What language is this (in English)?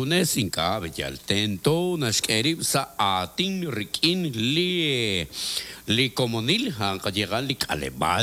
Kekchí